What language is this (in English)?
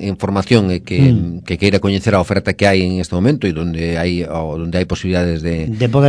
Galician